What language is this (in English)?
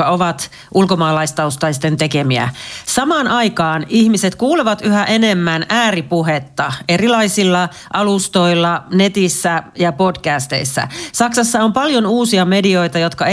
Finnish